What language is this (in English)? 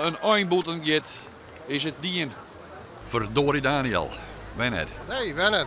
Western Frisian